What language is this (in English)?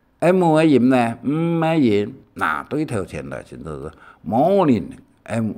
Hakka Chinese